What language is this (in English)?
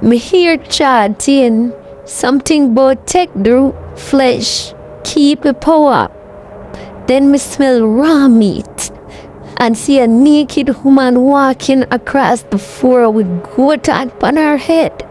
Jamaican Creole English